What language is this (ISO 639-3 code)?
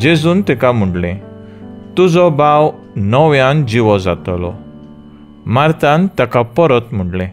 kok